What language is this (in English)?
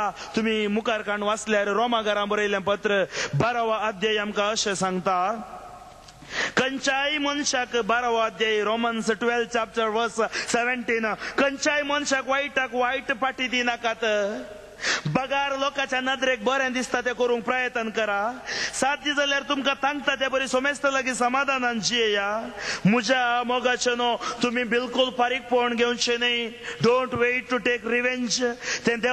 Konkani